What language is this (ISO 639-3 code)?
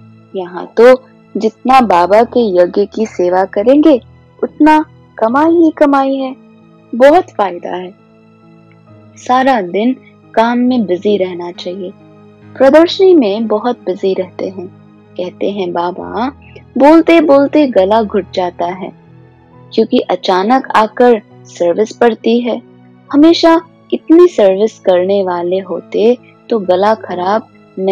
hin